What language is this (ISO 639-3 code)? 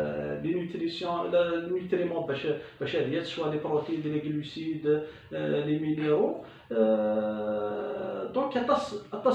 kab